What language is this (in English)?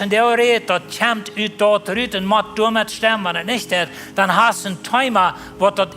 Plautdietsch